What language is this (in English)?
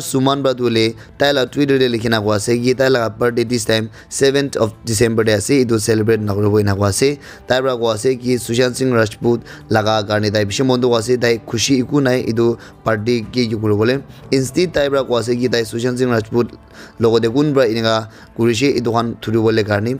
Naga Pidgin